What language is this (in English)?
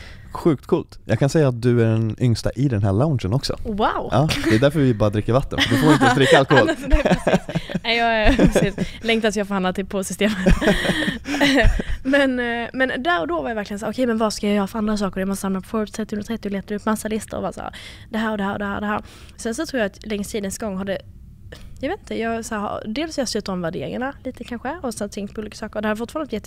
Swedish